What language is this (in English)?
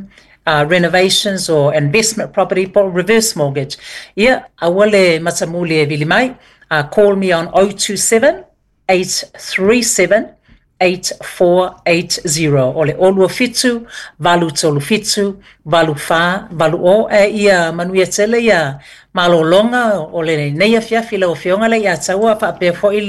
Samoan